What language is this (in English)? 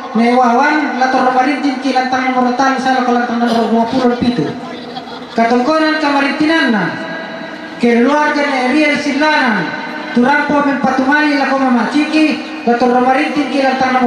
Toraja-Sa'dan